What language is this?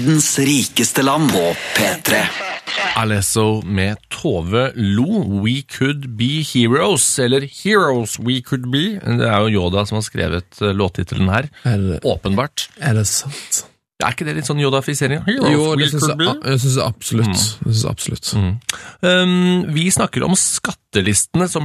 Norwegian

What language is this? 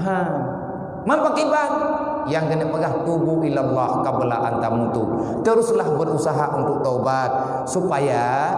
Achinese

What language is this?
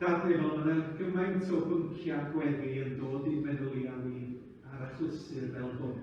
Welsh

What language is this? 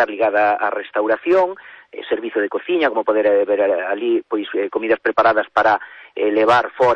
Galician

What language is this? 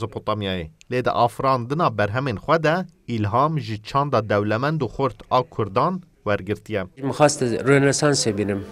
Kurdish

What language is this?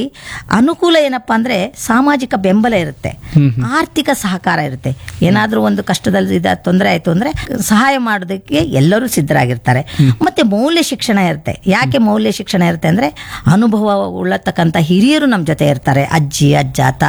Kannada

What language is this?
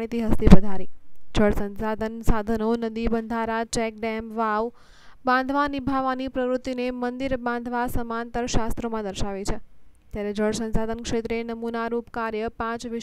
Gujarati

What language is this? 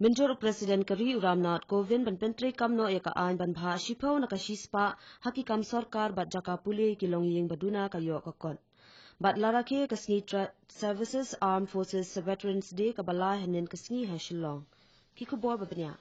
Khasi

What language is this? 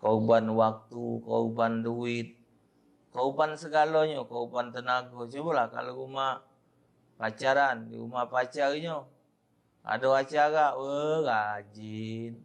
Musi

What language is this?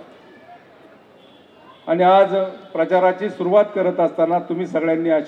Marathi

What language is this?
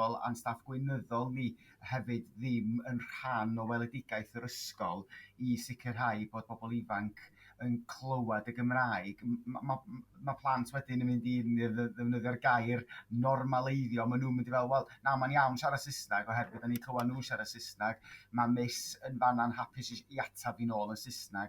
Welsh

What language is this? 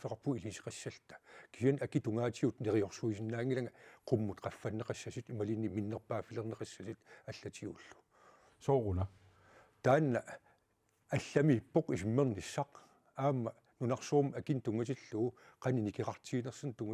Kalaallisut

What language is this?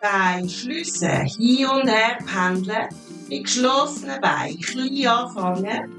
Swiss German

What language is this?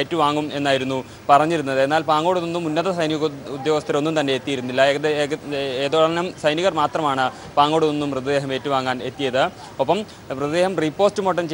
Malayalam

